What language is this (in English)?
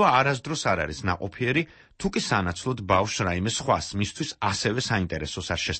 Georgian